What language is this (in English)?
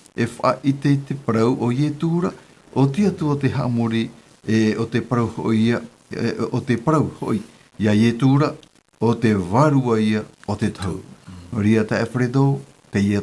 Tahitian